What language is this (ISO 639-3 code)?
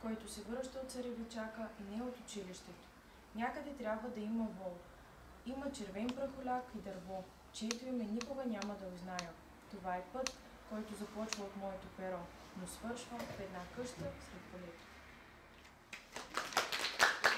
bul